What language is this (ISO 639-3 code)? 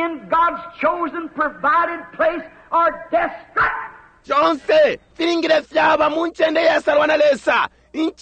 bem